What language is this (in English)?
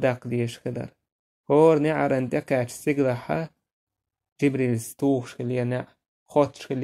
Chechen